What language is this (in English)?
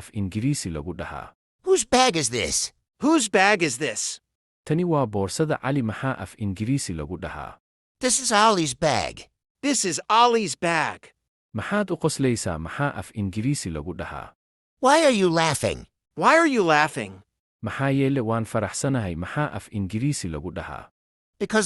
Somali